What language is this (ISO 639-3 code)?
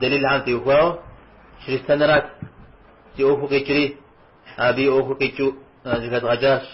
kbd